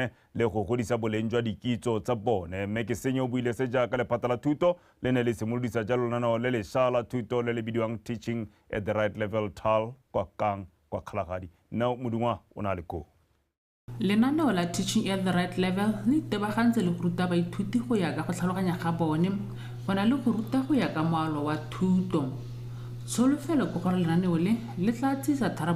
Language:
Tswana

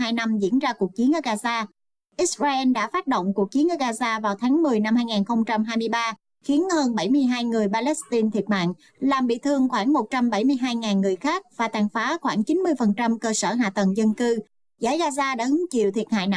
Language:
Vietnamese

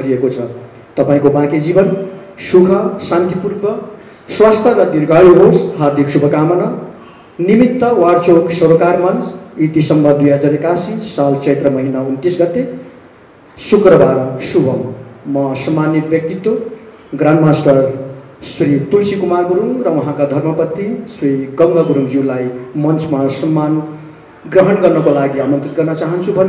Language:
Nepali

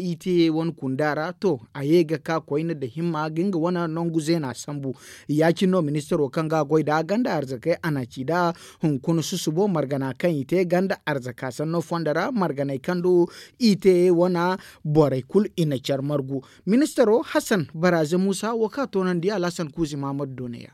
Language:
Zarma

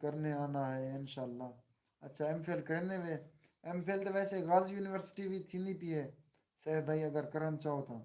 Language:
Saraiki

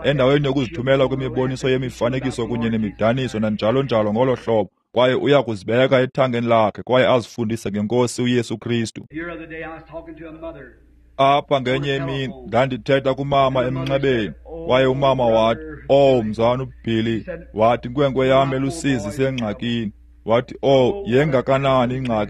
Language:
Xhosa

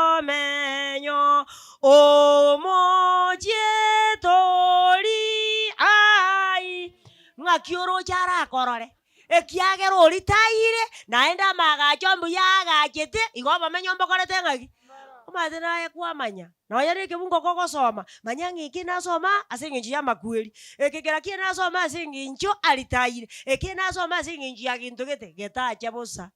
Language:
Gusii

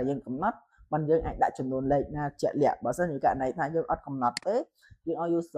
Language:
Khmer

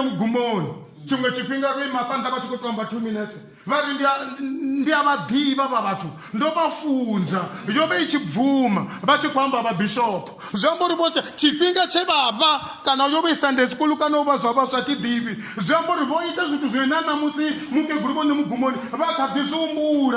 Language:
Venda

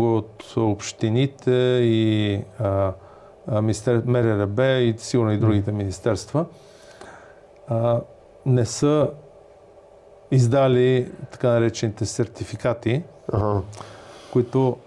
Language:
Bulgarian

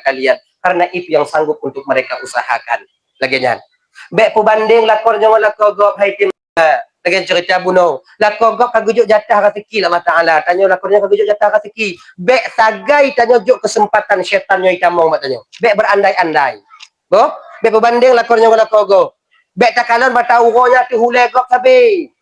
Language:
Achinese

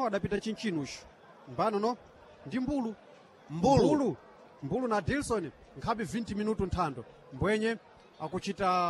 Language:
Sena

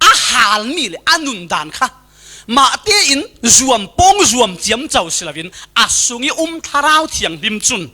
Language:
Falam Chin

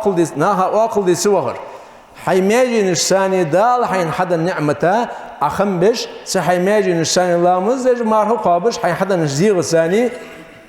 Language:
Ingush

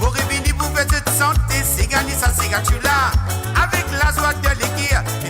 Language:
Morisyen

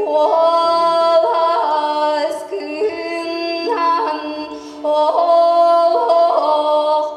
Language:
Yakut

